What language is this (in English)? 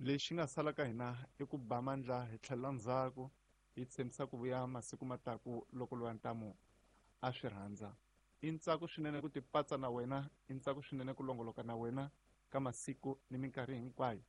Tsonga